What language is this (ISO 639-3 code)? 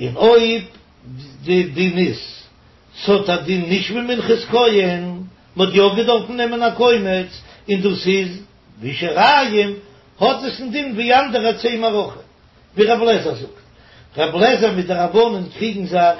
yid